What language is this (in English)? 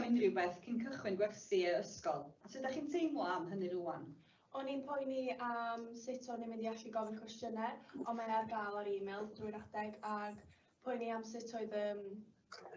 Welsh